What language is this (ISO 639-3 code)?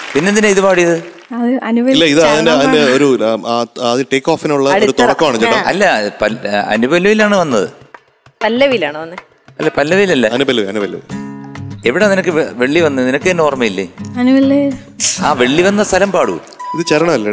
mal